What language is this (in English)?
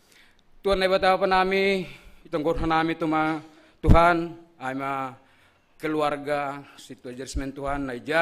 Batak Simalungun